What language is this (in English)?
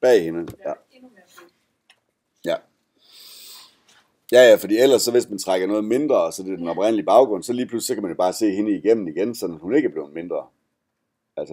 Danish